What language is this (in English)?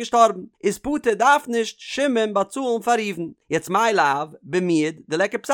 Yiddish